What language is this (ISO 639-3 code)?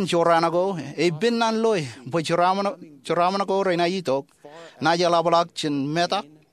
mah